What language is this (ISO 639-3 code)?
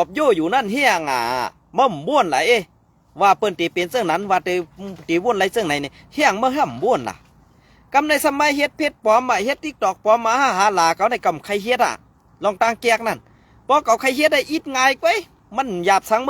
shn